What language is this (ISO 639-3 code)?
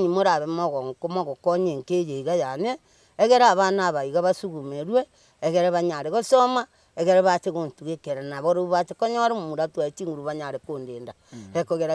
guz